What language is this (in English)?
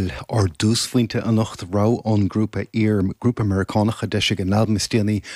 Irish